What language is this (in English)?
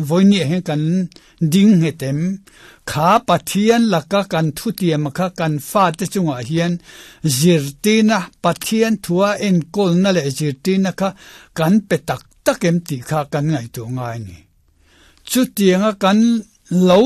Mizo